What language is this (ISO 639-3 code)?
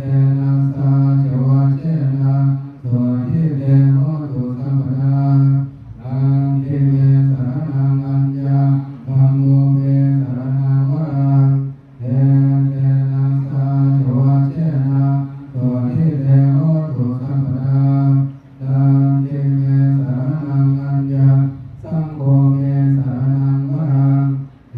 pli